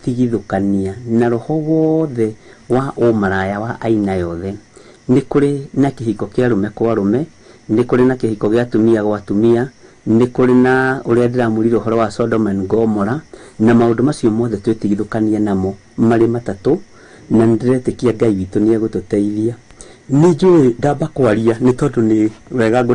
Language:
Kikuyu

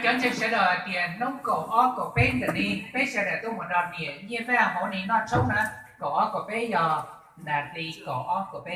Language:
Hmong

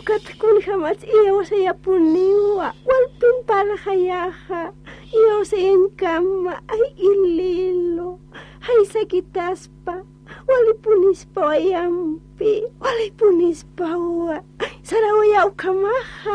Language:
Aymara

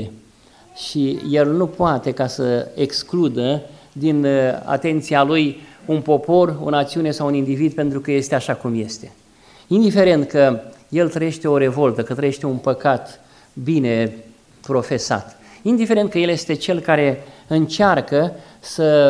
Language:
Romanian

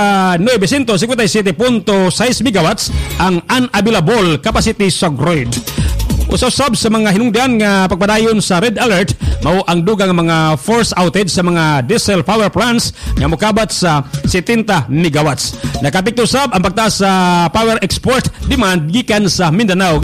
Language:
Cebuano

